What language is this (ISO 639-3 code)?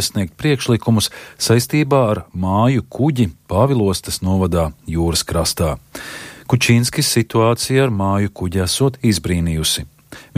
lav